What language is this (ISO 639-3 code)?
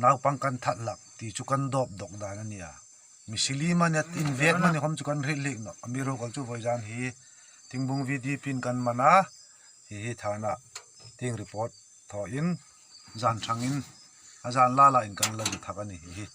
hmr